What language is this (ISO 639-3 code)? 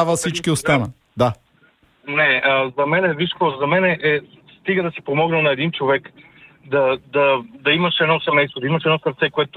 bul